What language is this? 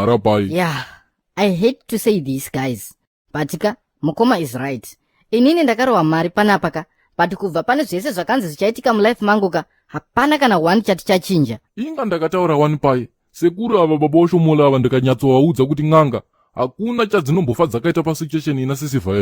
Shona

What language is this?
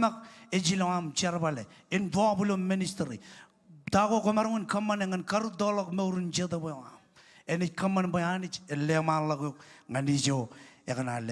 Marshallese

